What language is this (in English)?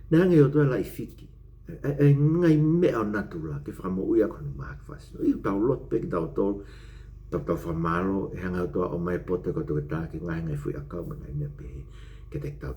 Tongan